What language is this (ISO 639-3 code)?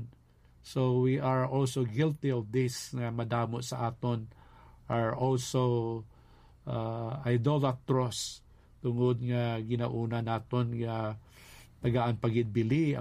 hil